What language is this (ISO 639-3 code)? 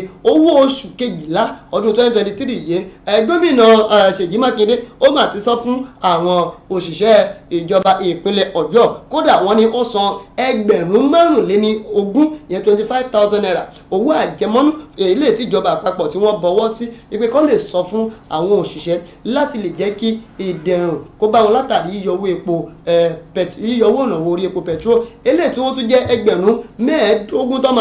yor